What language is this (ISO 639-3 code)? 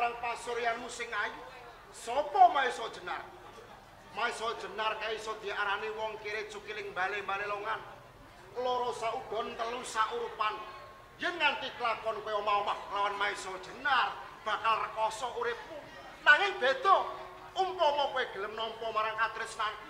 jav